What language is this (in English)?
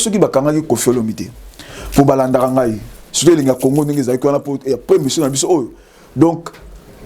Lingala